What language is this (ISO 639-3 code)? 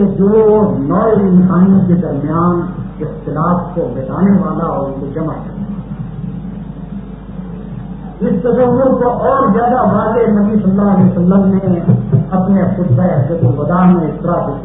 urd